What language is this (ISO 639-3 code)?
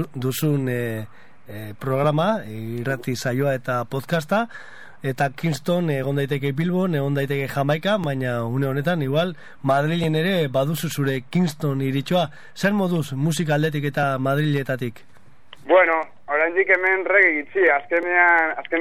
eus